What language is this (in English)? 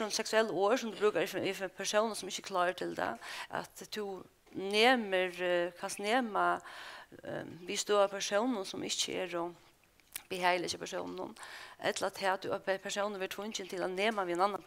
Faroese